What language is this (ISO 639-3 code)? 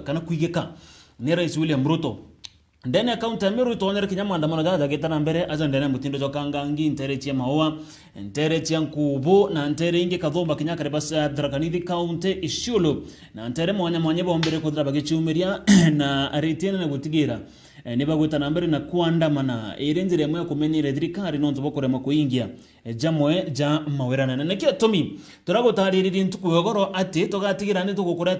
mer